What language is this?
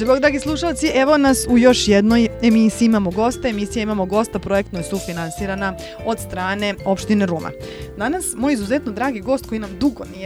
Serbian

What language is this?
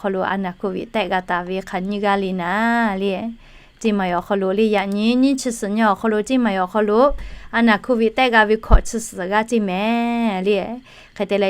Lahu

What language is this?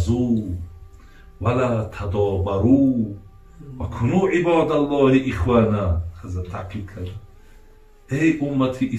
Tajik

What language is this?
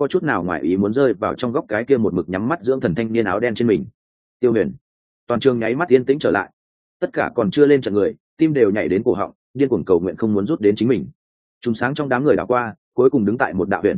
Vietnamese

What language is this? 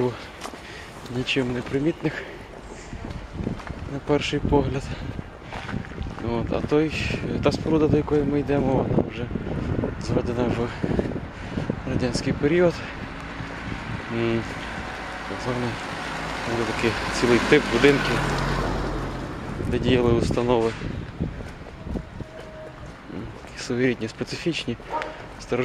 Ukrainian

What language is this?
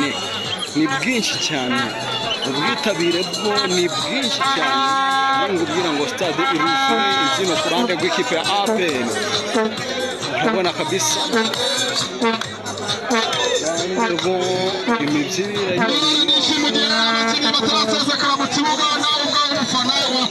Kinyarwanda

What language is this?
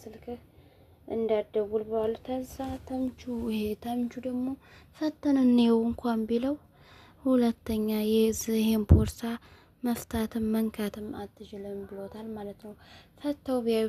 Amharic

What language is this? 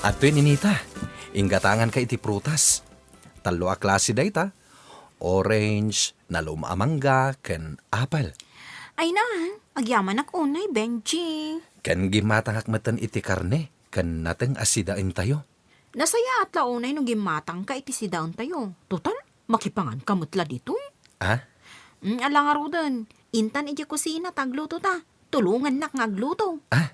Iloko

